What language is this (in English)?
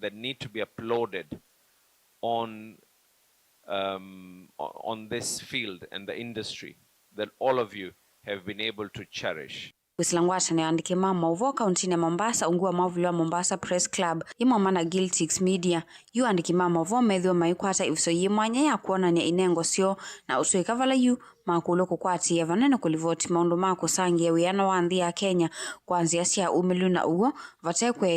Kamba